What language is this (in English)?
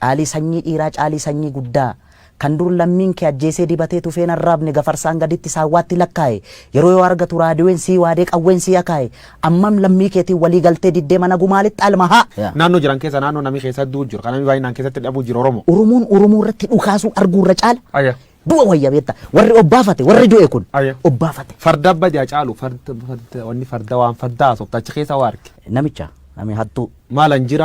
Oromo